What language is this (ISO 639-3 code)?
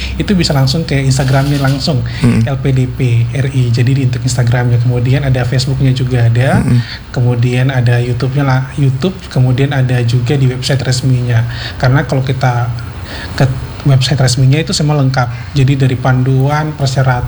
ind